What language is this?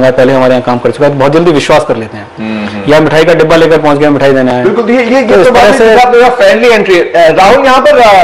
Hindi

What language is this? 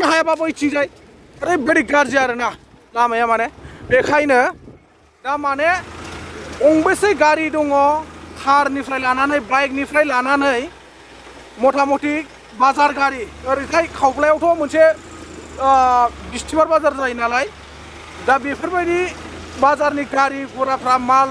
Bodo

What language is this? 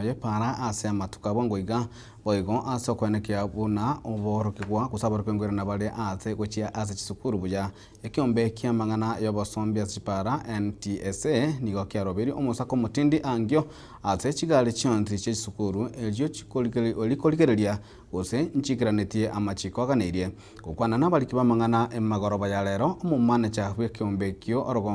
Gusii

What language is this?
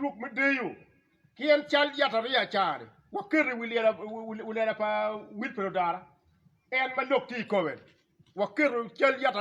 Acoli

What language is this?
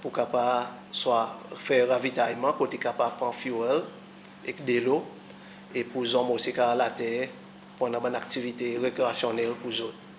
Seselwa Creole French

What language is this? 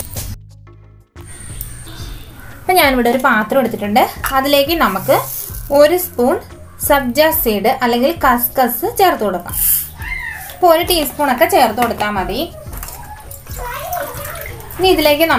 Malayalam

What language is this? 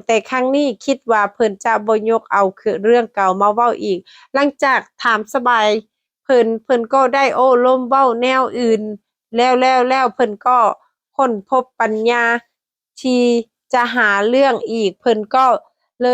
Lao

